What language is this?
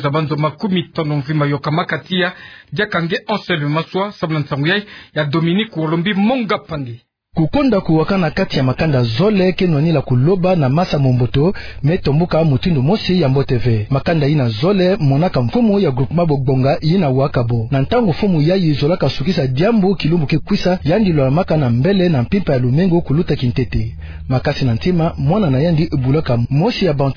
Kituba (Democratic Republic of Congo)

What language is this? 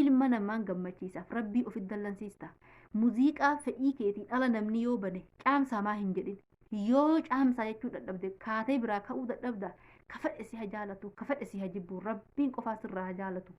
Oromo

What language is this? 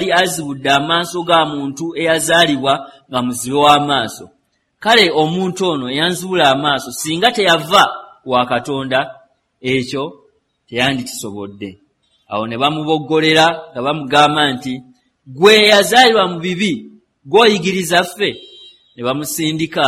Ganda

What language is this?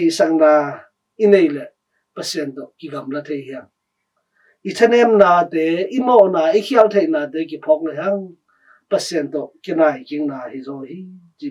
Tedim Chin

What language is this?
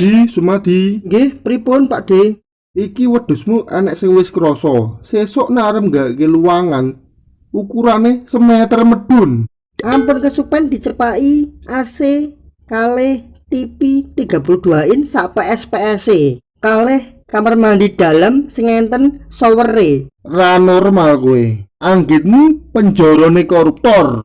Javanese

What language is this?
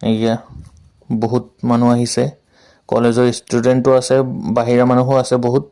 Assamese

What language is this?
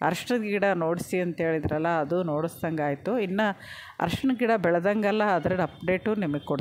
Kannada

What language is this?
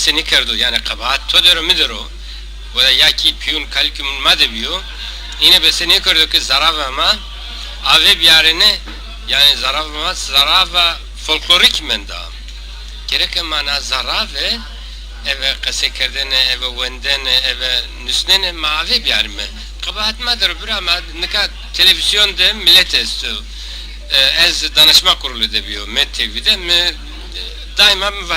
Zaza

